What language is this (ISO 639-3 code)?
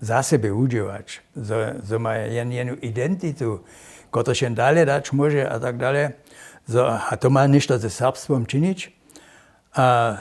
hsb